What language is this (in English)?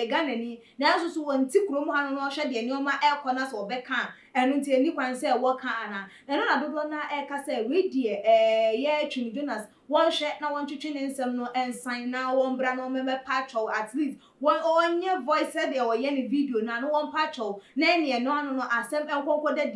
Akan